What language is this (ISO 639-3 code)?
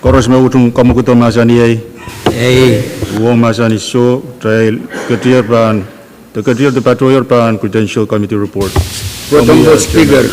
pon